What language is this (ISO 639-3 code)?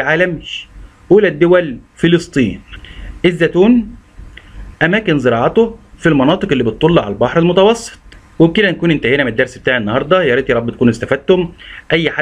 arz